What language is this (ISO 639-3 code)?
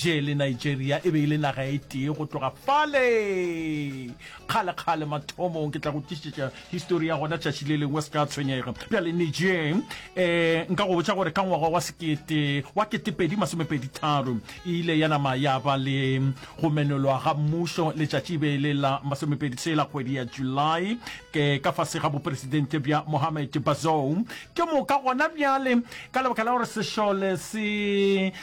nso